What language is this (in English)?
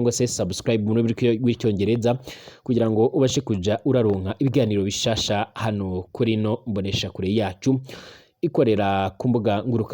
Rundi